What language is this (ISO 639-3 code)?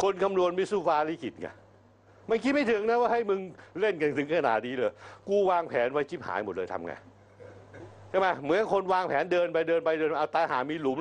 tha